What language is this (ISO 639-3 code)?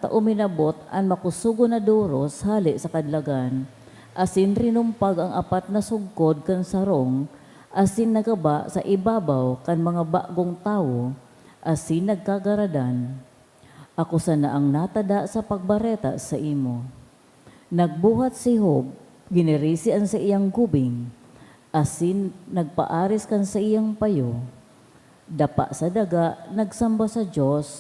bik